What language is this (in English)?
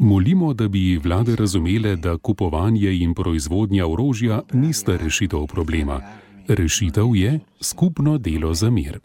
Slovenian